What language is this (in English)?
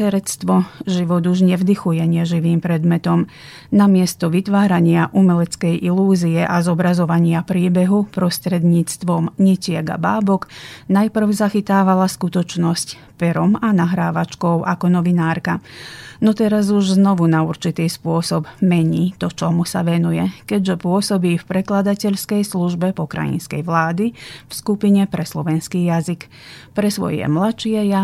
Slovak